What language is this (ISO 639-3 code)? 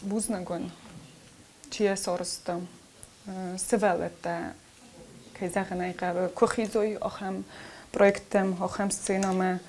oss